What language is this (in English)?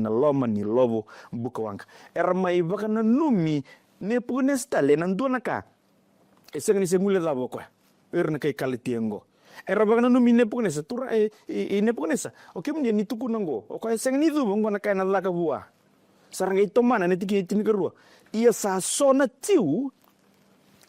Fijian